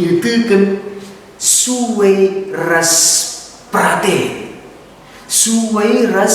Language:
Batak Karo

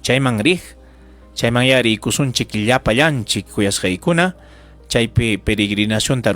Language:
Ayacucho Quechua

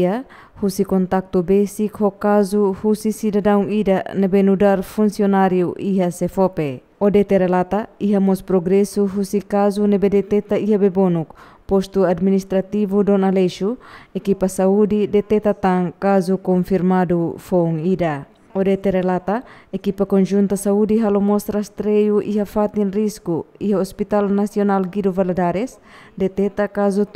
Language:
Tetum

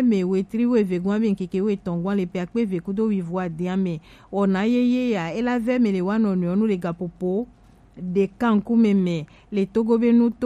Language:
Gen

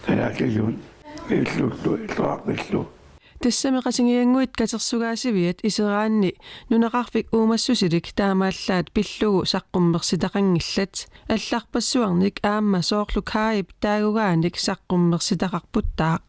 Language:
Kalaallisut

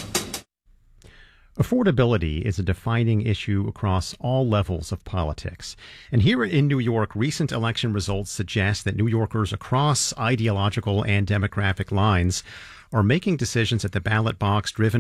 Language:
English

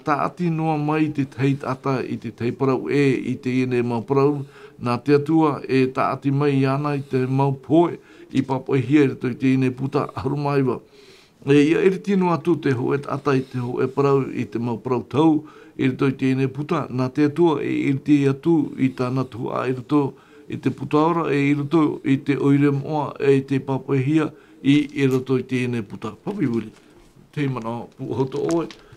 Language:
Tahitian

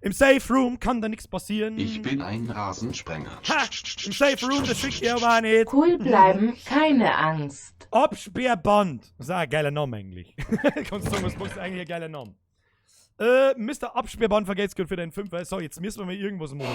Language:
Bavarian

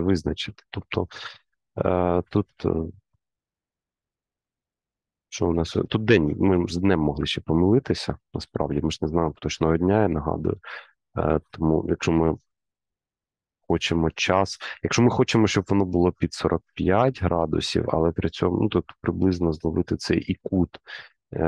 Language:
Ukrainian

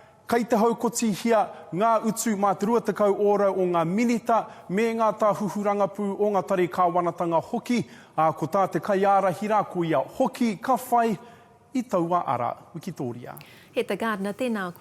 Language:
Māori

